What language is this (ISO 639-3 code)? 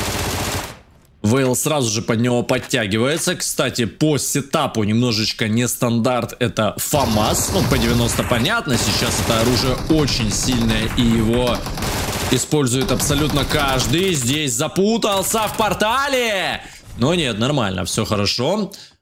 rus